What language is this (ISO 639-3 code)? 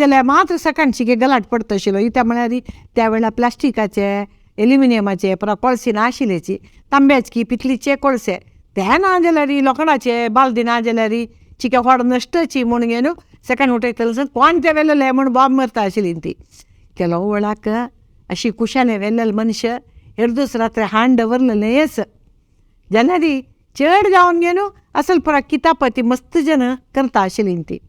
kok